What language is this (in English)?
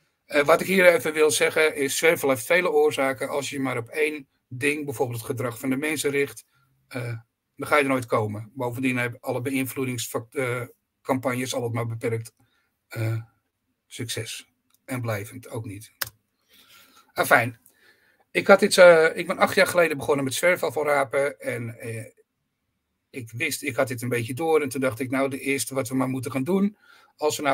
Dutch